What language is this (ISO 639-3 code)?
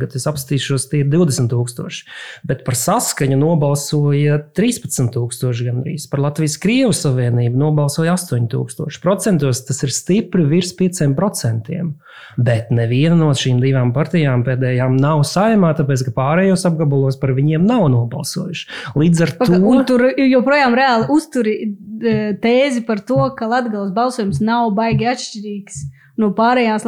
lav